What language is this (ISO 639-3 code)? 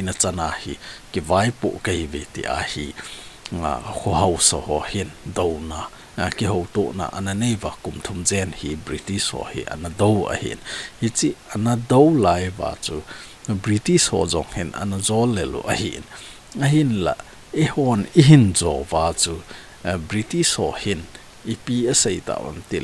tcz